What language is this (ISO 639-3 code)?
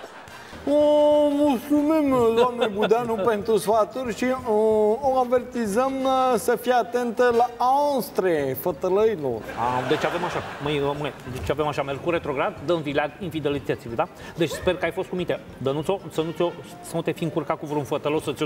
ron